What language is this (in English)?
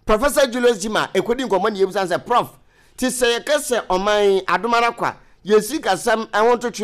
Akan